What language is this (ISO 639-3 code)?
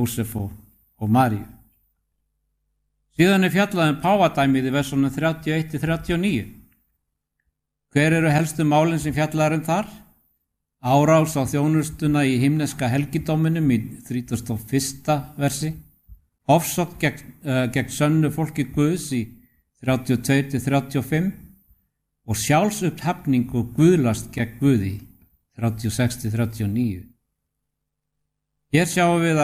isl